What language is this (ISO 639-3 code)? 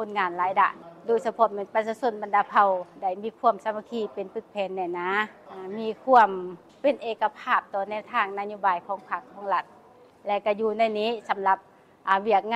lao